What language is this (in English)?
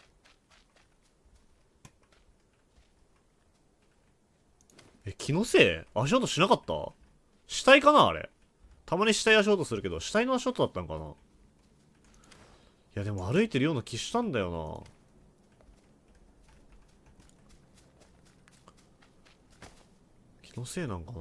Japanese